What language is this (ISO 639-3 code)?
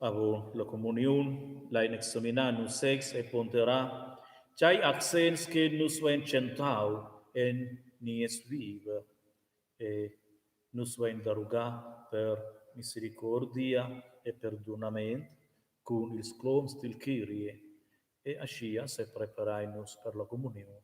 roh